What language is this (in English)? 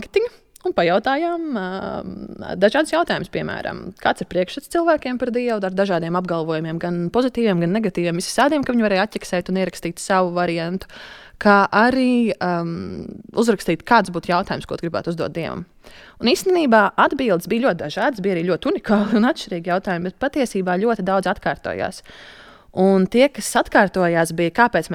Latvian